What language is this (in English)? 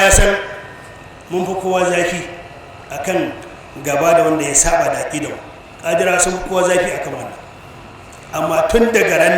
Hausa